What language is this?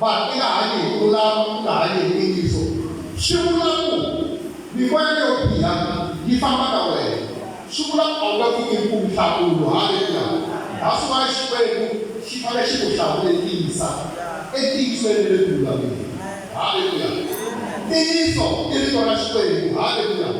Tsonga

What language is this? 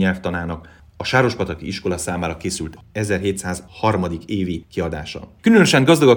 Hungarian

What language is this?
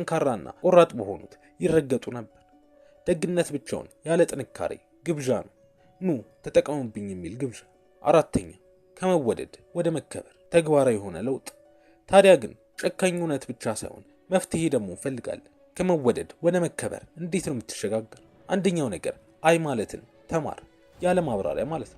Amharic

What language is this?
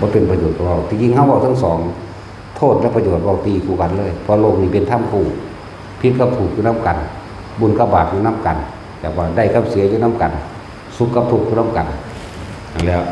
Northeastern Thai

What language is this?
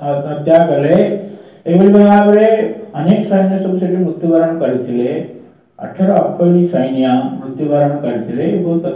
Odia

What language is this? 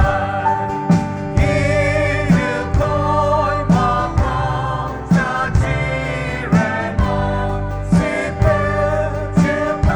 Poumei Naga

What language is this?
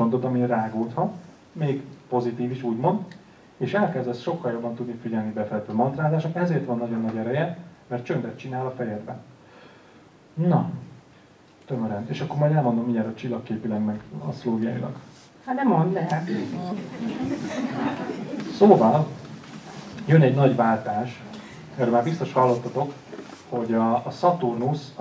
Hungarian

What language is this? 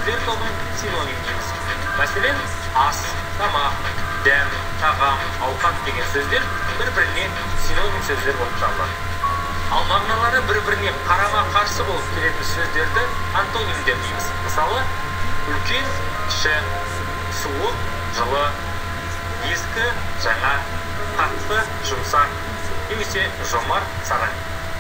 Kazakh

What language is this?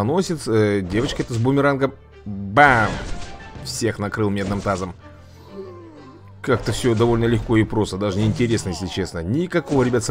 Russian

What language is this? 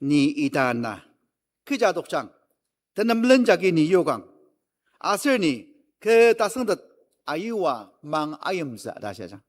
Ao Naga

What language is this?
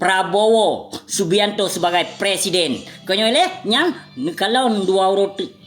Achinese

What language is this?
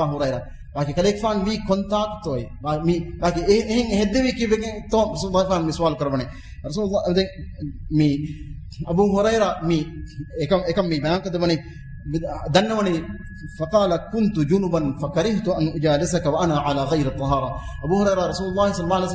Divehi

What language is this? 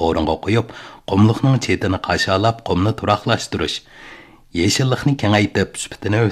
Uyghur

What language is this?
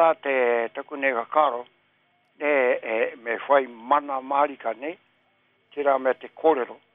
Māori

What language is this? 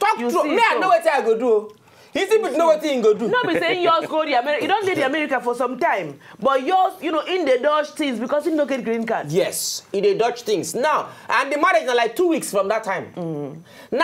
Nigerian Pidgin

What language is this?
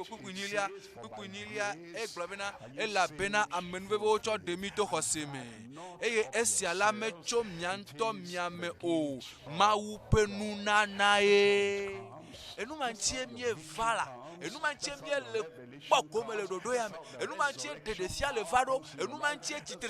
Ewe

